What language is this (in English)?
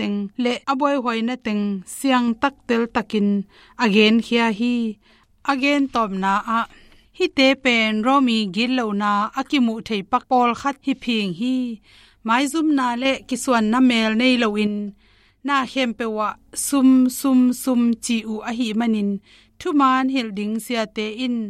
Tedim Chin